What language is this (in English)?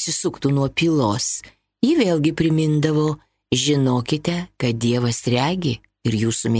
Lithuanian